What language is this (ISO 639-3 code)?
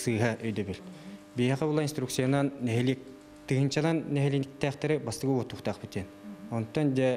sah